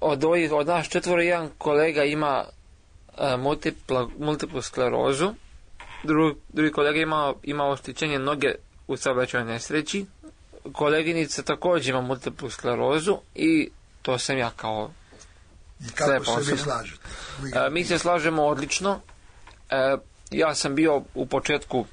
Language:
Serbian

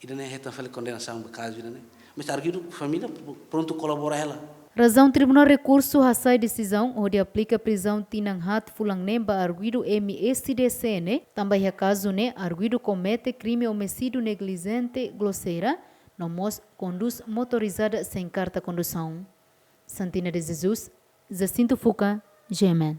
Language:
Tetum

